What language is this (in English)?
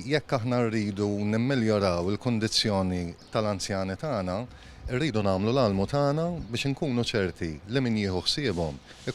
Maltese